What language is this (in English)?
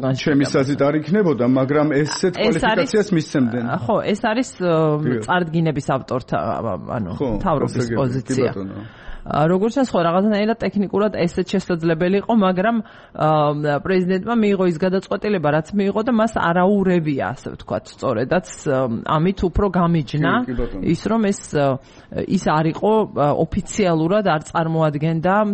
Georgian